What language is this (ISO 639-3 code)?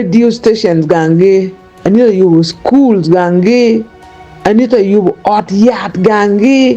ach